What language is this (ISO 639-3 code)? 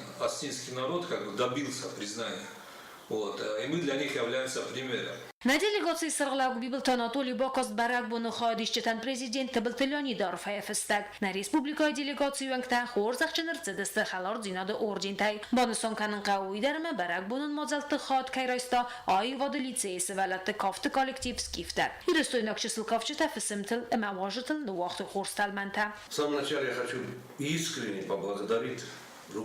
oss